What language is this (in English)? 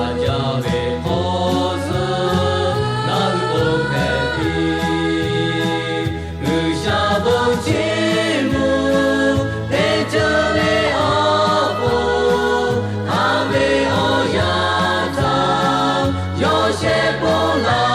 Lahu